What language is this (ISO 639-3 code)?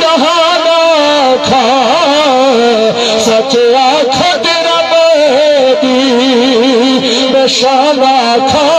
skr